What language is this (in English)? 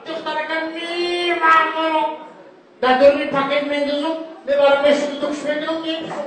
Tajik